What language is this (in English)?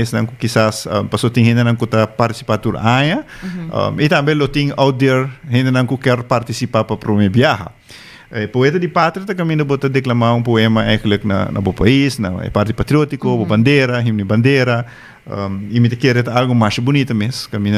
Papiamento